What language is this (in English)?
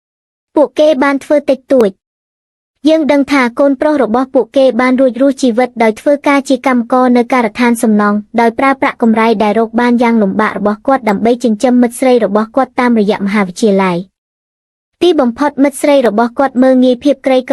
Khmer